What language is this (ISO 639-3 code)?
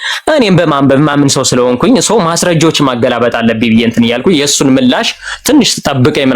amh